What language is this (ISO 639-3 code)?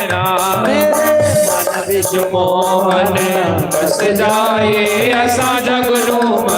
doi